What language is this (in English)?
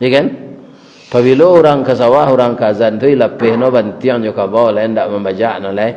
Minangkabau